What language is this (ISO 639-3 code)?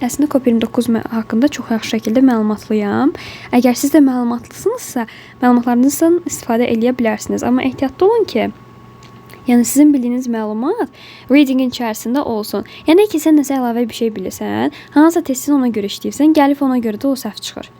aze